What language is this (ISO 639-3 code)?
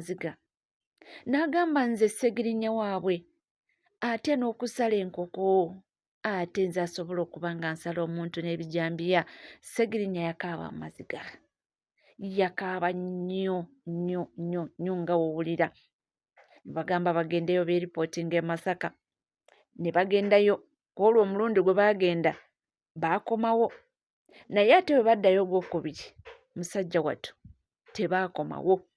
lug